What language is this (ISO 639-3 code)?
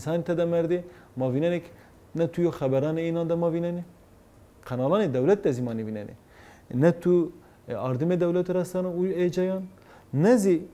zza